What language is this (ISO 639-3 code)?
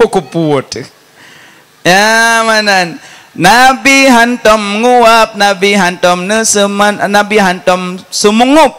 ace